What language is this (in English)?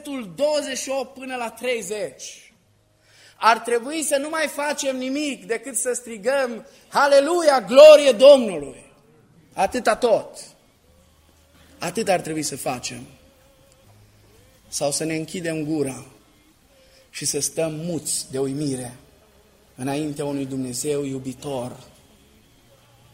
Romanian